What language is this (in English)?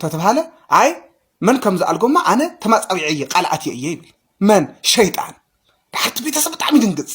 Tigrinya